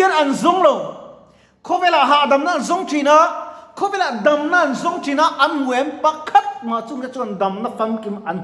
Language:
Mizo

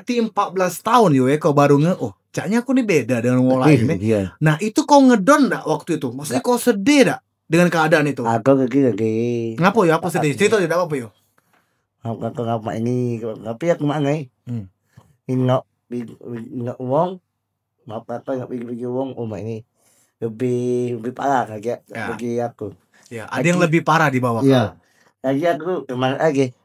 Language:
Musi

